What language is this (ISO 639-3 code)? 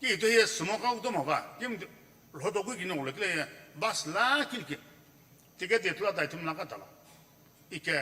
nsm